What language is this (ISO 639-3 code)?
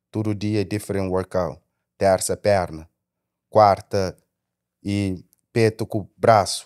kea